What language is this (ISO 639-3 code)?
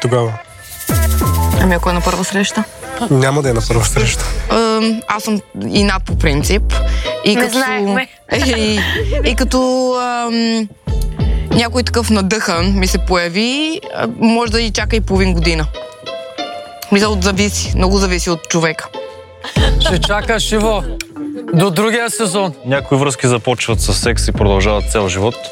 bul